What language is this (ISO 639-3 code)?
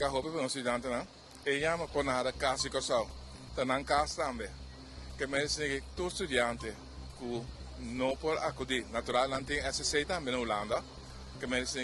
pap